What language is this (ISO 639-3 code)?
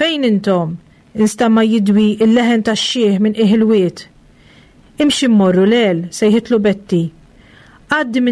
mlt